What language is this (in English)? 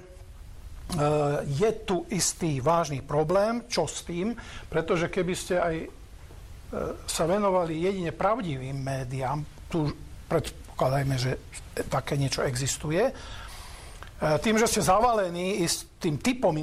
Slovak